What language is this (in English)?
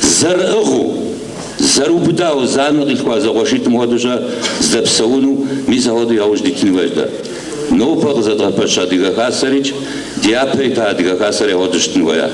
Kabardian